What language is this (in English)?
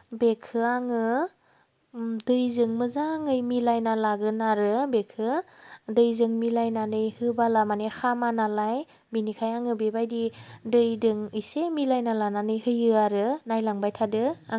Bodo